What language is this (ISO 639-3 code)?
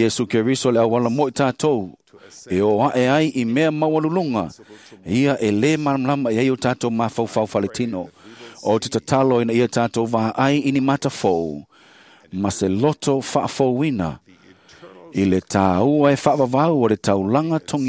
smo